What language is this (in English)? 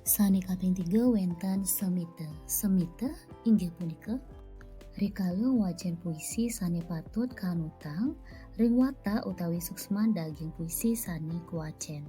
Balinese